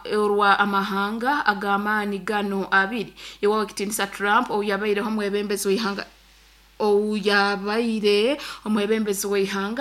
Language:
Nyoro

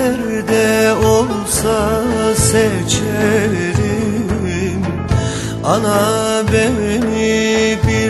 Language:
Turkish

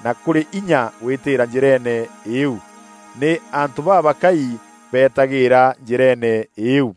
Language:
Meru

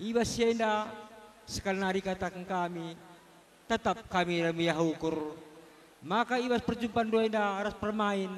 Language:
Batak Karo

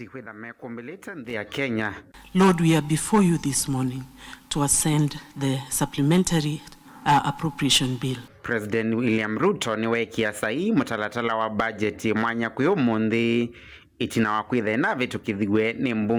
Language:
Kamba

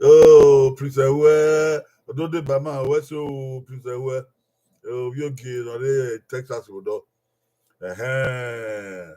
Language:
Bini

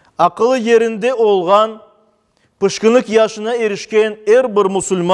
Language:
Crimean Tatar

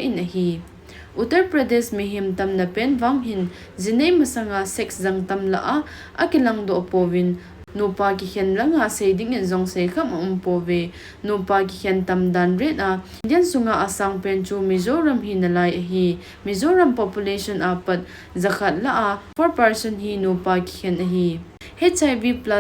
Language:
Thado Chin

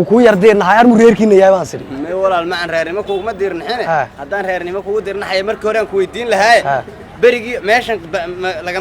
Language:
Somali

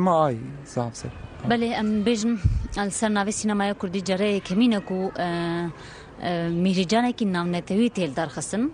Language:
Kurdish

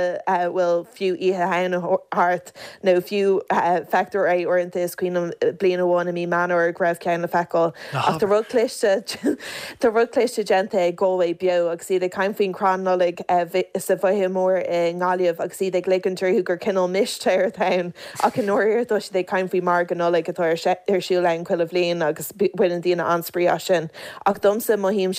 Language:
Irish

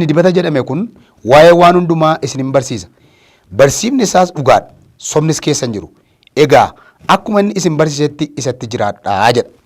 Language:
Oromo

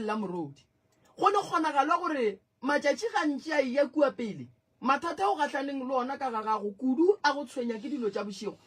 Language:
Northern Sotho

